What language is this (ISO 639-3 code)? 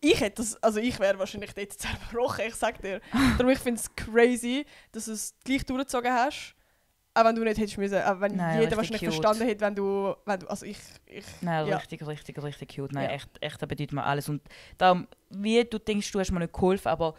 gsw